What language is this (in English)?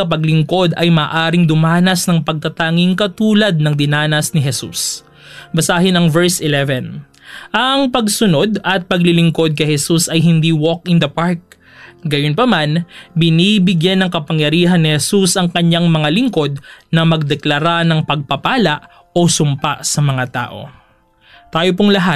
Filipino